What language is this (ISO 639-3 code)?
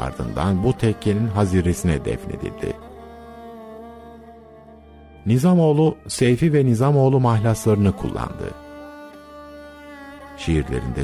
tur